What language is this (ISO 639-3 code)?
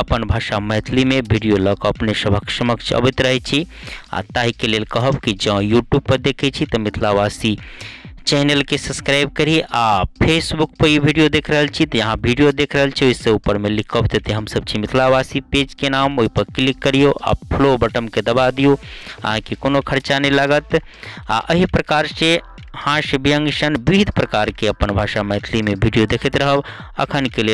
mai